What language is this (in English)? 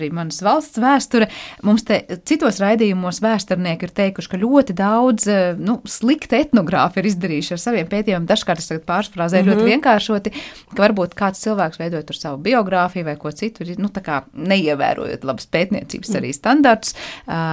Latvian